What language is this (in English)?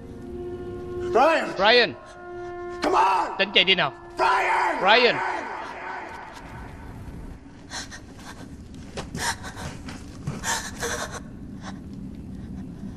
Vietnamese